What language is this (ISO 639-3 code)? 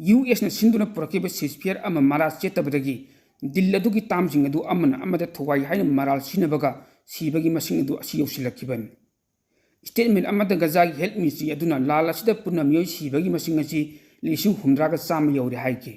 mni